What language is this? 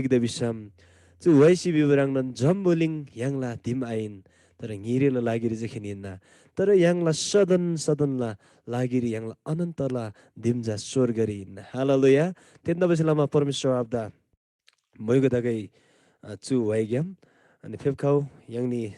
Eastern Tamang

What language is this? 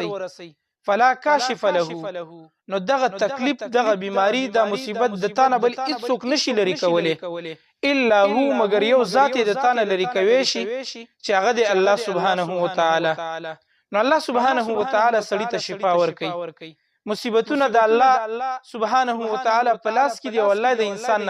Pashto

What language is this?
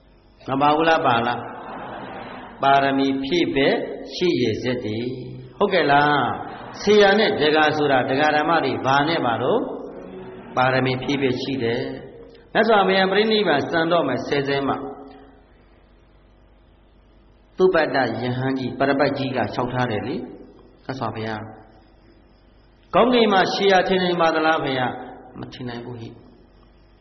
Burmese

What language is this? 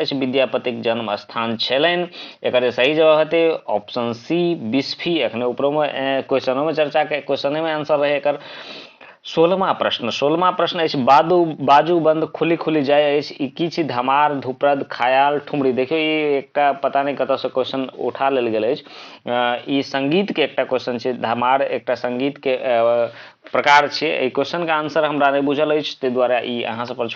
Maithili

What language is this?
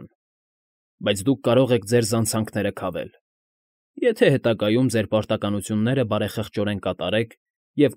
Armenian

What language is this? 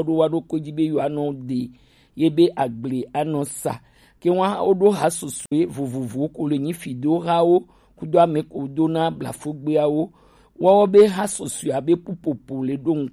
Gen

